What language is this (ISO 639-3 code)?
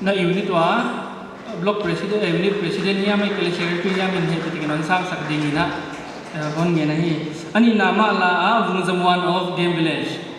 pck